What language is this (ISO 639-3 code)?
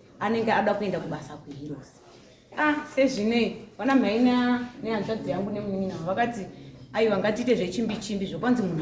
sna